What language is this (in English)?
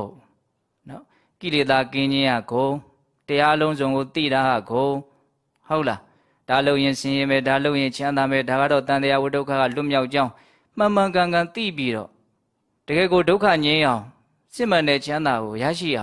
Burmese